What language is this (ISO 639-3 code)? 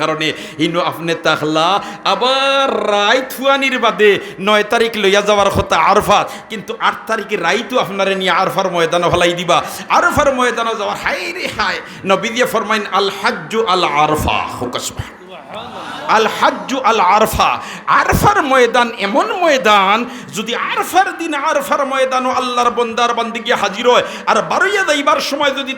syl